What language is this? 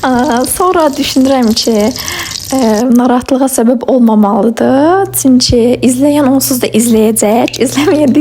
Azerbaijani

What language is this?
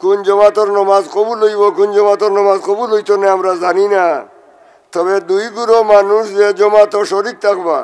Sylheti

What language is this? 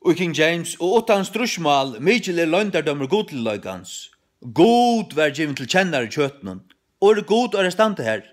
Faroese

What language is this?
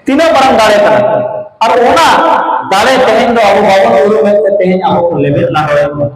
Santali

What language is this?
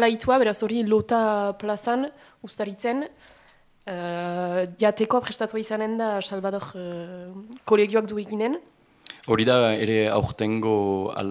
Basque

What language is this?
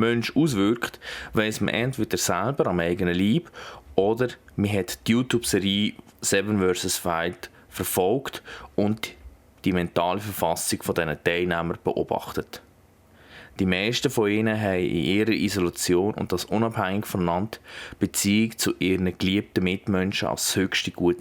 Swiss German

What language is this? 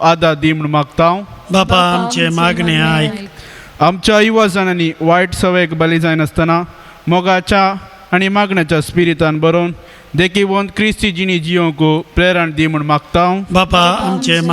Konkani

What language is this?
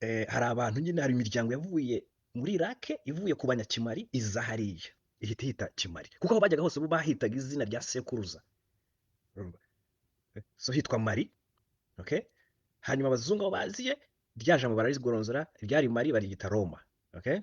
Kinyarwanda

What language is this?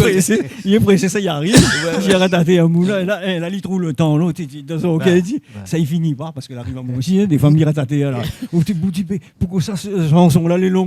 Réunion Creole French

